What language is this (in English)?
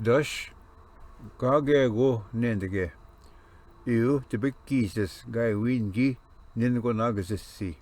Ojibwa